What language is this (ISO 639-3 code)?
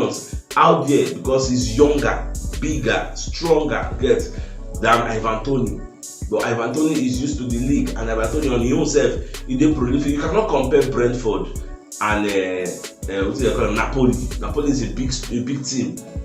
pcm